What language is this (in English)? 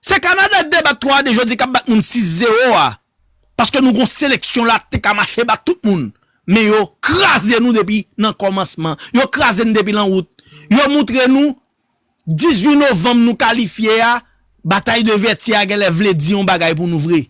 Haitian Creole